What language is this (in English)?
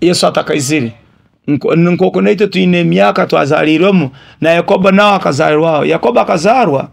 Nyoro